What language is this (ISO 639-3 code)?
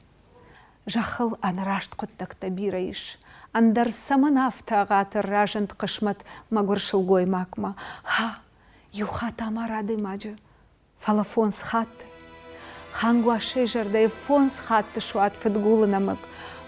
oss